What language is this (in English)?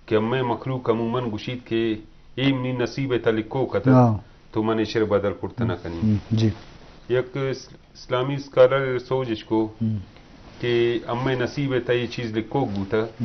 Eastern Balochi